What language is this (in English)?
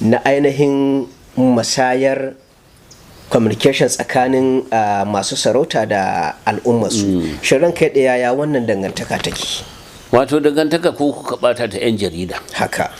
Hausa